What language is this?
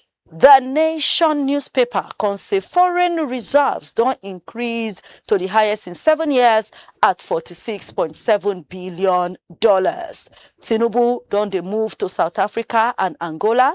Nigerian Pidgin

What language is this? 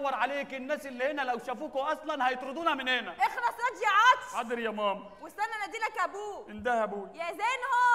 Egyptian Arabic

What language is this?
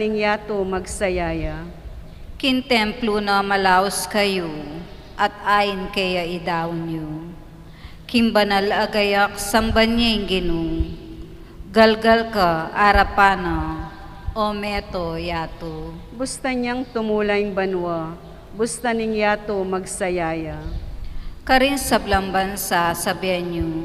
Pampanga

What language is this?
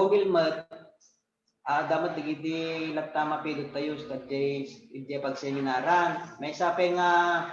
Iloko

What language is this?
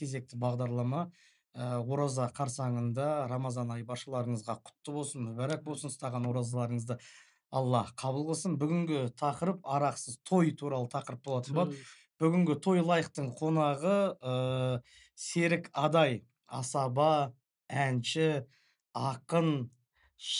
Kazakh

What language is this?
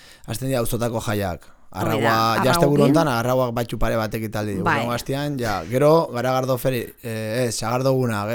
Basque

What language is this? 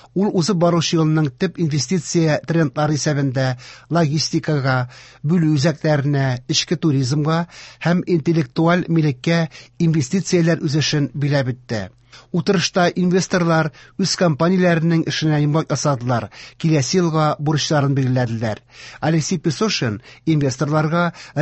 Tatar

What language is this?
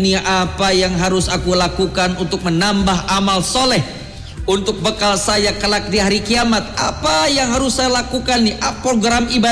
Indonesian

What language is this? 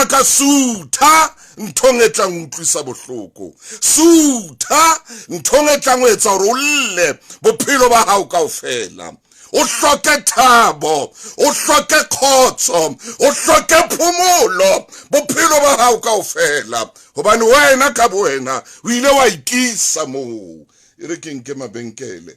Southern Sotho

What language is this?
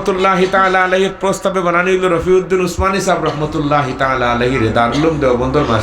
Sylheti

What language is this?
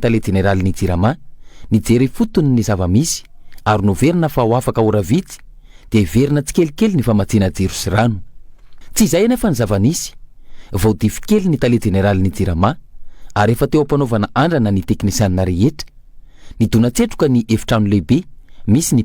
Malagasy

